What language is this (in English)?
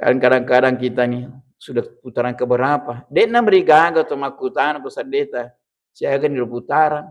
Buginese